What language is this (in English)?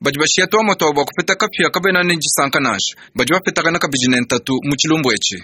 Luba-Lulua